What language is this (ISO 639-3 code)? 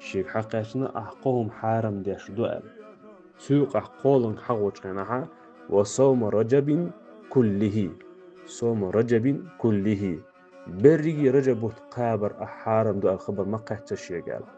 che